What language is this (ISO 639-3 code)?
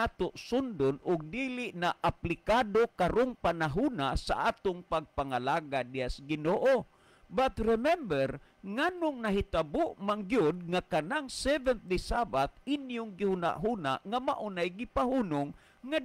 ceb